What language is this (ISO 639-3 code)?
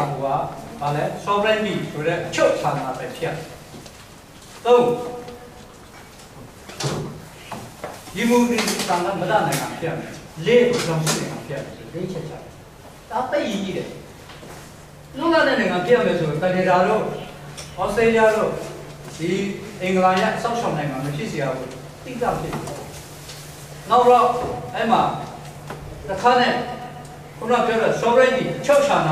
mya